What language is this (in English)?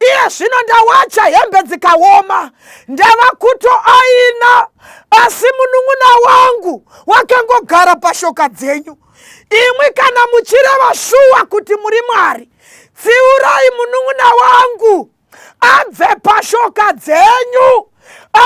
Shona